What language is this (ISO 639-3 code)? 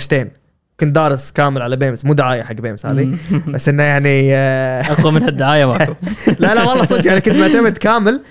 afb